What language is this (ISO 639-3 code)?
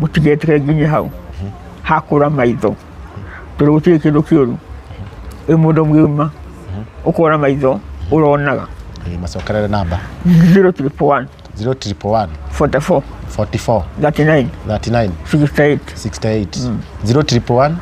kik